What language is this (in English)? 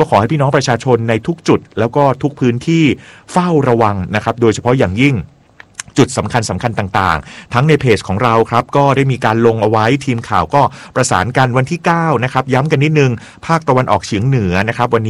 Thai